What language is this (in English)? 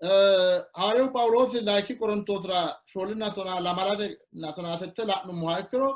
Sidamo